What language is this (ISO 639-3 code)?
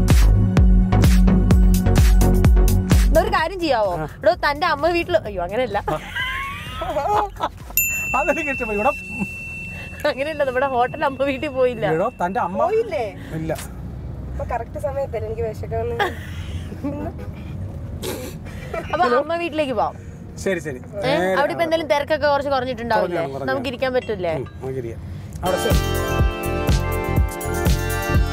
mal